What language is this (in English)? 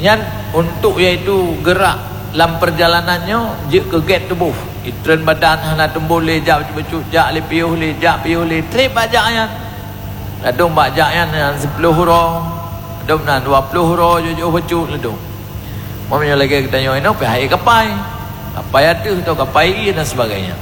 Achinese